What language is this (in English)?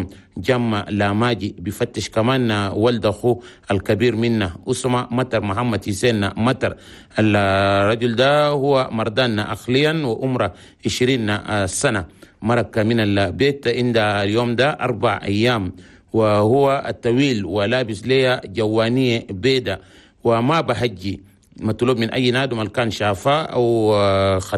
Chadian Arabic